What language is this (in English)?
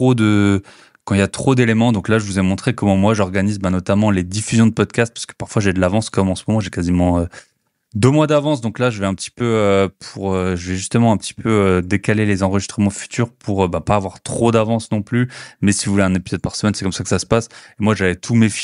French